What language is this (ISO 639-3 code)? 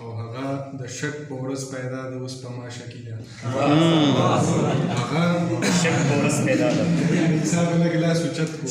pus